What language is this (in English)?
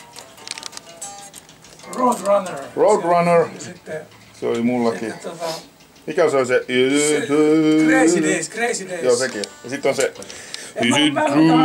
Finnish